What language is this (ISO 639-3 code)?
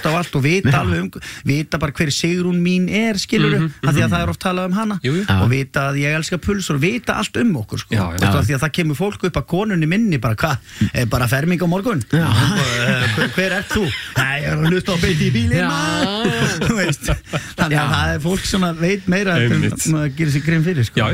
isl